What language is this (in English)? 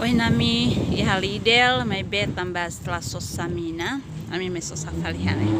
Tetum